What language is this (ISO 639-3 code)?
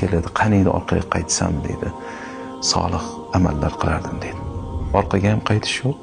uzb